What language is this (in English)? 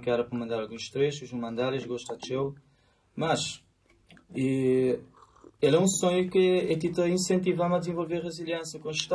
Kabuverdianu